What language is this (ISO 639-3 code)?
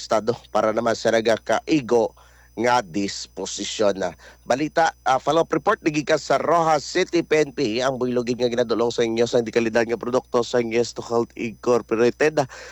hil